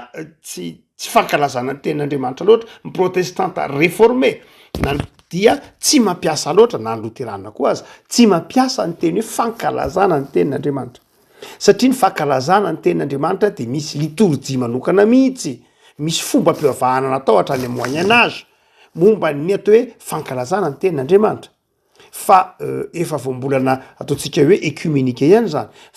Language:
Malagasy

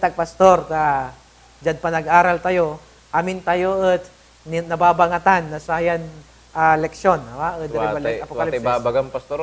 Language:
Pangasinan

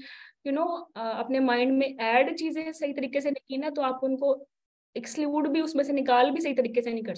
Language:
Hindi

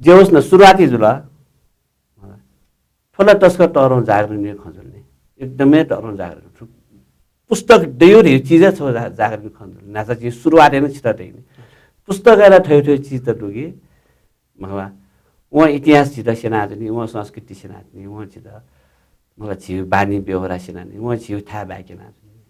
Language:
Newari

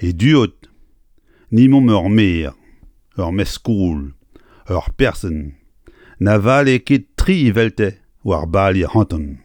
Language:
Breton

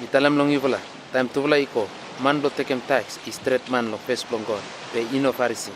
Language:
Bislama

